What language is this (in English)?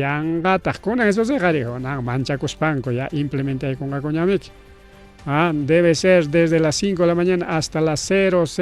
Ayacucho Quechua